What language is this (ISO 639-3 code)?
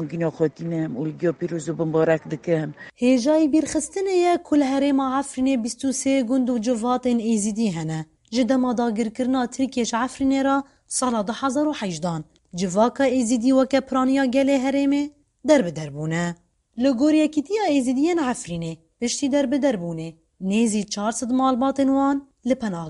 kur